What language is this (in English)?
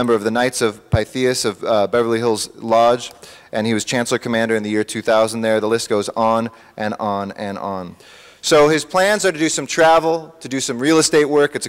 English